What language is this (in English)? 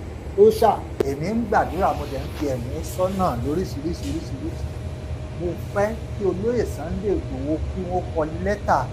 Yoruba